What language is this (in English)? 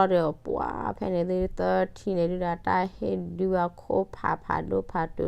S'gaw Karen